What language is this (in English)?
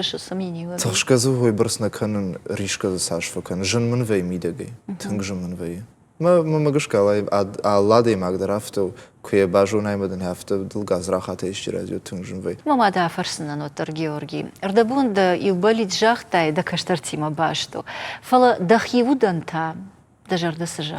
Ossetic